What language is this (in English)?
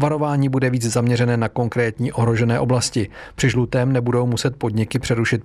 Czech